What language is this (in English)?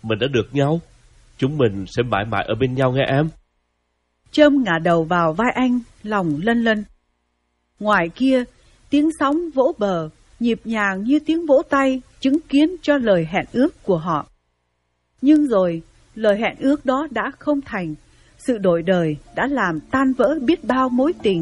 Vietnamese